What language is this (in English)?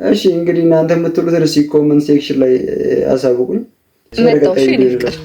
Amharic